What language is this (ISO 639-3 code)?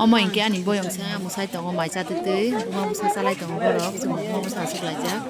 trp